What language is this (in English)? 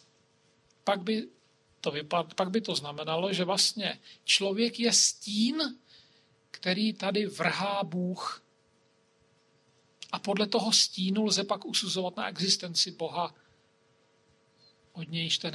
Czech